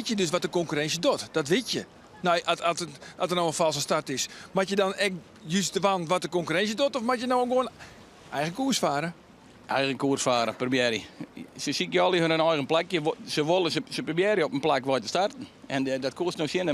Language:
Western Frisian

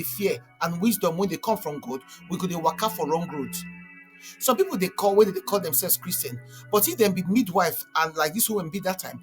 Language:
Nigerian Pidgin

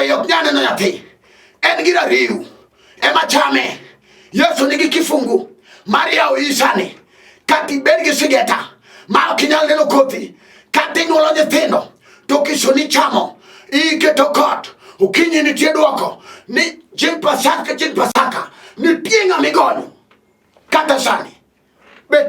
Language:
Luo (Kenya and Tanzania)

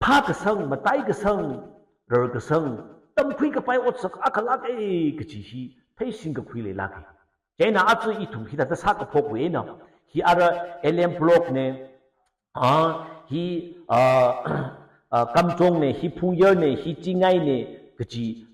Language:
Tangkhul Naga (India)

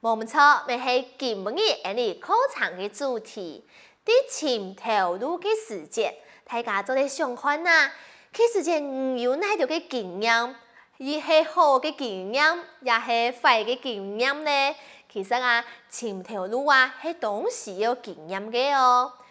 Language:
Hakka Chinese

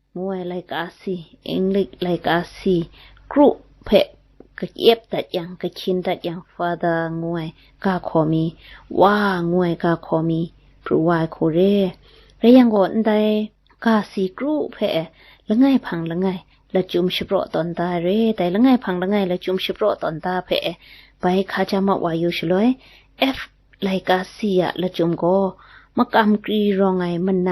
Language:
Kachin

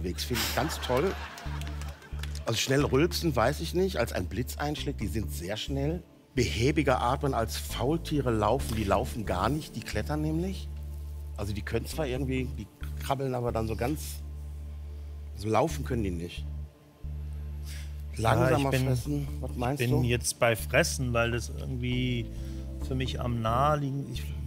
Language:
German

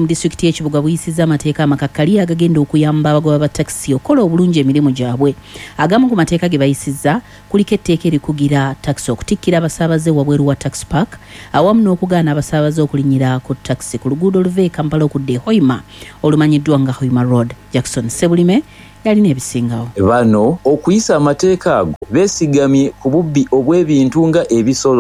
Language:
Ganda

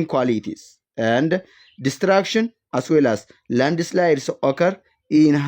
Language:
English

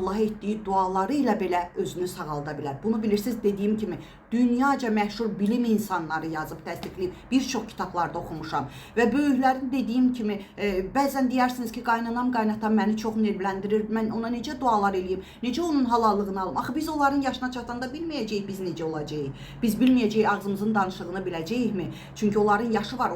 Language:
Azerbaijani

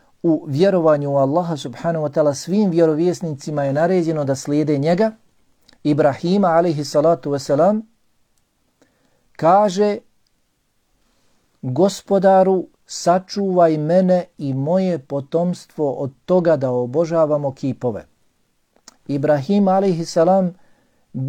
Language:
Bosnian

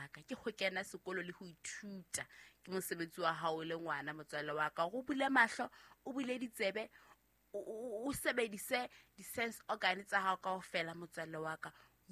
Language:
Southern Sotho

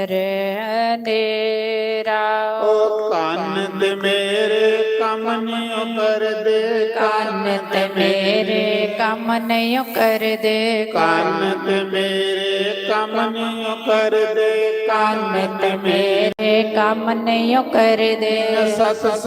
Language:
Dogri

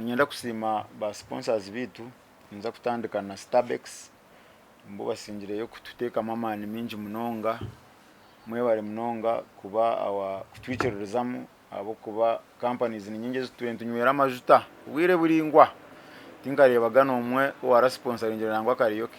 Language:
Nyankole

